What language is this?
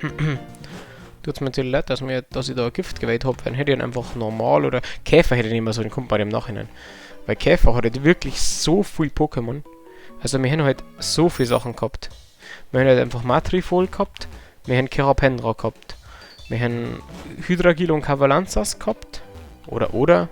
Bavarian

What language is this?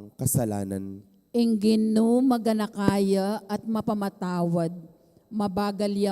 Pampanga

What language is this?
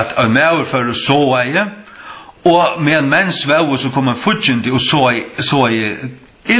Faroese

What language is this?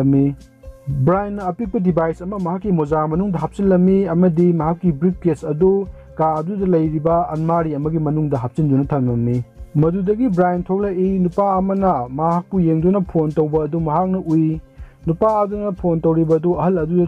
Manipuri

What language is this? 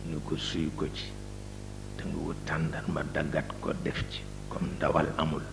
Wolof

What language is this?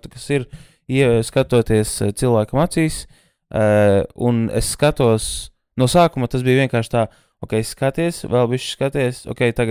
Latvian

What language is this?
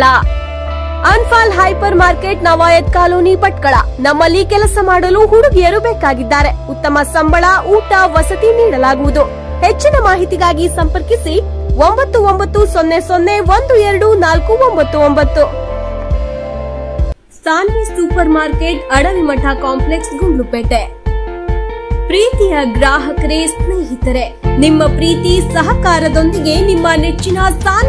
Kannada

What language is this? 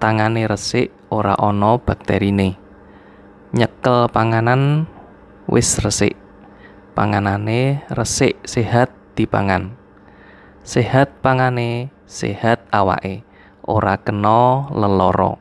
Javanese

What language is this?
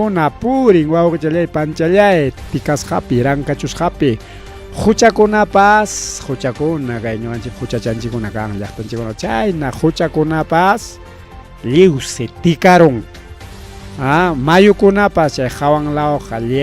Ayacucho Quechua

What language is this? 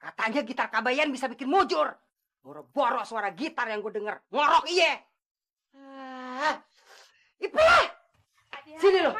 Betawi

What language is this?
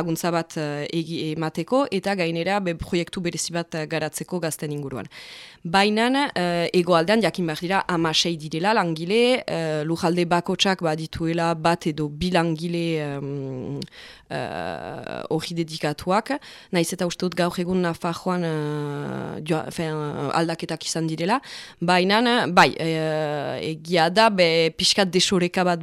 Basque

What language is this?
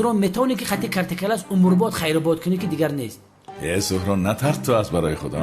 Tajik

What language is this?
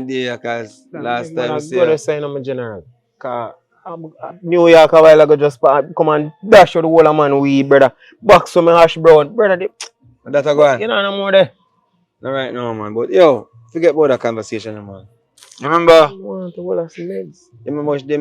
Jamaican Creole English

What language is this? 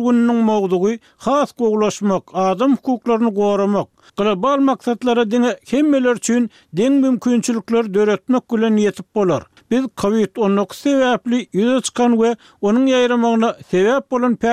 Turkmen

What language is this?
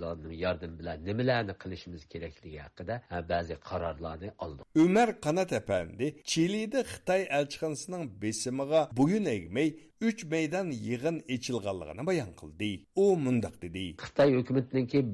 Uyghur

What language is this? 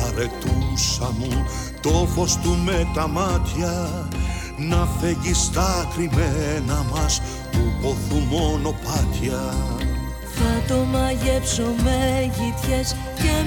Greek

